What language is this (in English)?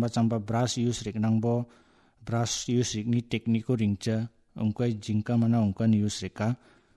Garo